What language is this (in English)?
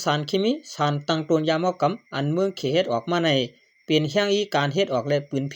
Shan